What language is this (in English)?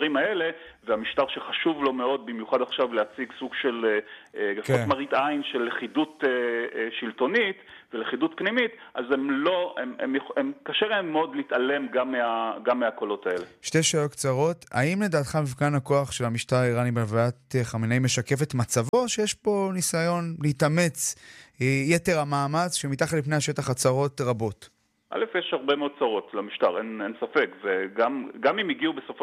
Hebrew